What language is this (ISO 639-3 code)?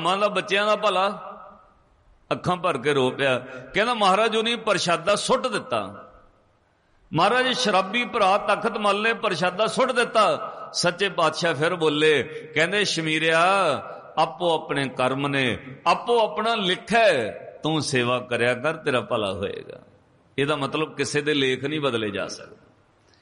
pan